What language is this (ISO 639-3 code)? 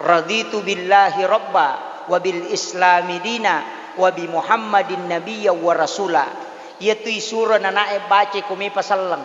bug